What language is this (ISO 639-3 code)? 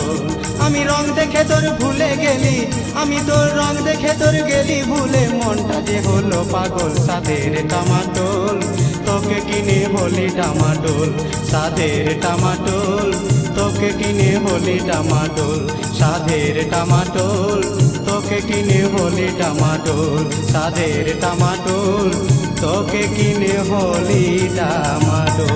ben